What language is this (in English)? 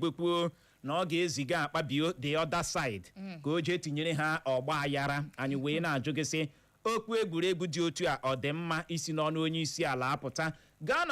Igbo